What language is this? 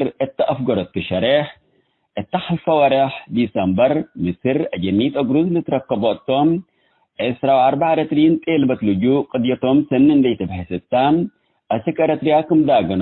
Tigre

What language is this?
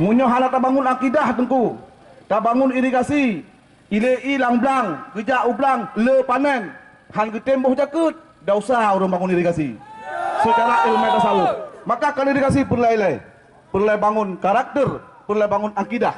Achinese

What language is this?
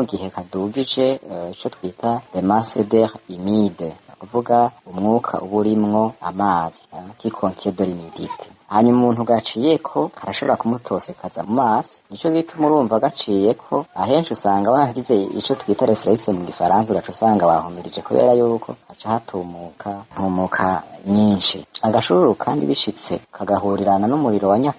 Rundi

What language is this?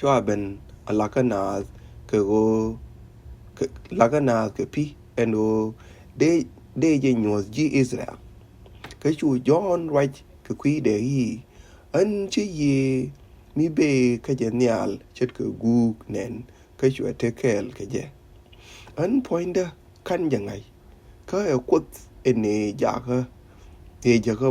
Nuer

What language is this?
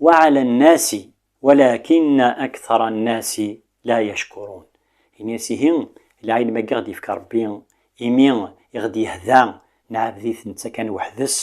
Kabyle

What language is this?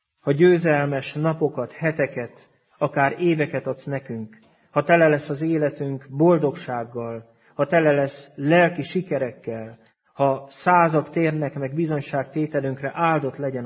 Hungarian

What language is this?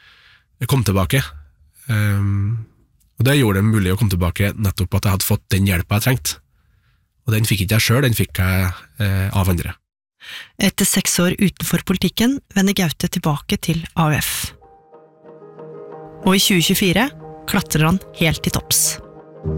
Norwegian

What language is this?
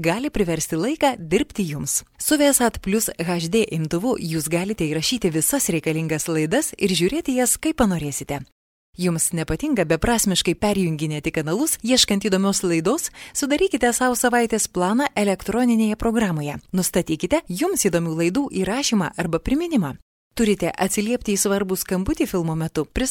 Lithuanian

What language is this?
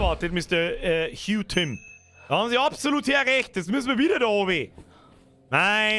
Bavarian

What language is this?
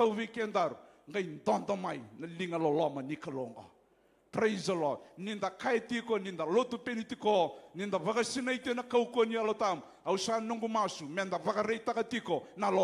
Fijian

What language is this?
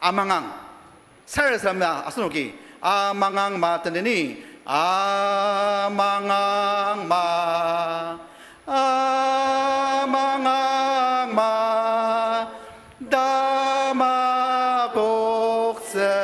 Ao Naga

